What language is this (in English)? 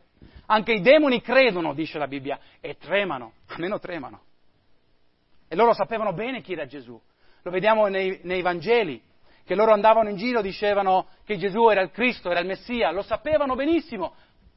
Italian